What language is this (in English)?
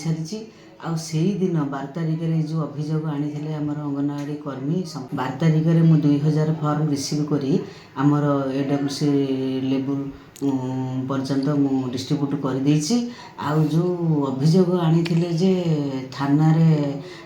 Odia